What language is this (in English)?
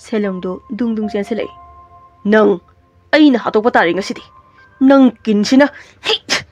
Manipuri